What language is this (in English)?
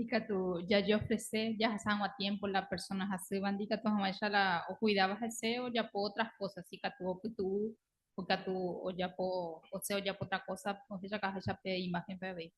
Guarani